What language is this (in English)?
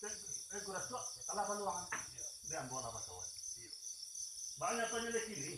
Minangkabau